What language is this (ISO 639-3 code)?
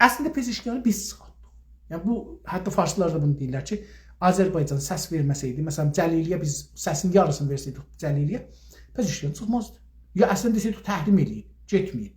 azb